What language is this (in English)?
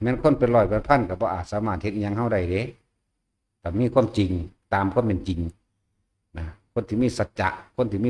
Northeastern Thai